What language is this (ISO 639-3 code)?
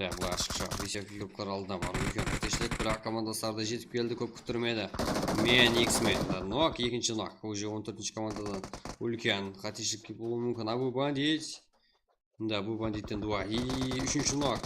kaa